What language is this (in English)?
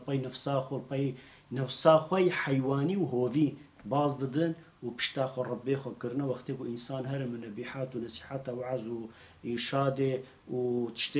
Kurdish